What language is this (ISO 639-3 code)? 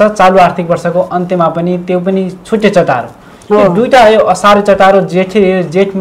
nep